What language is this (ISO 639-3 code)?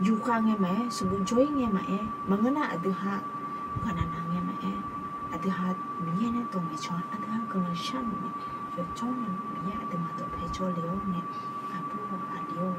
ahk